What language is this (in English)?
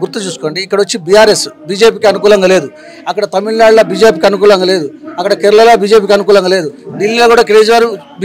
Telugu